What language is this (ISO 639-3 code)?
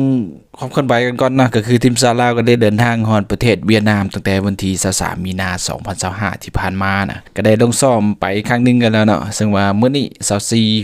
lao